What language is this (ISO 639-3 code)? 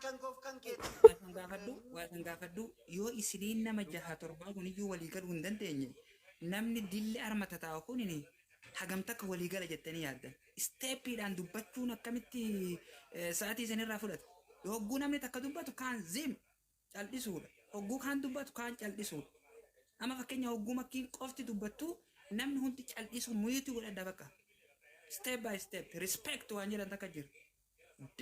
orm